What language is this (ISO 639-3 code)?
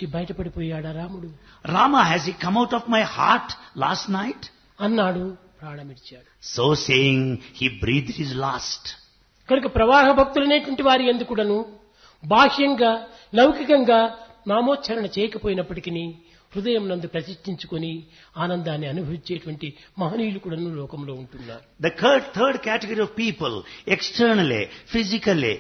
tel